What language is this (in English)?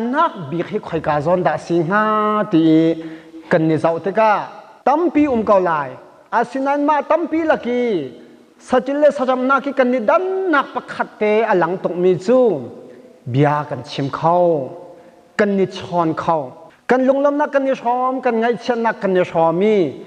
Hakha Chin